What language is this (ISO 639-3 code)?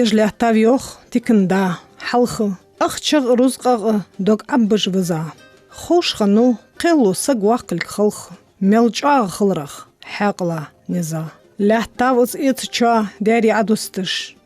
inh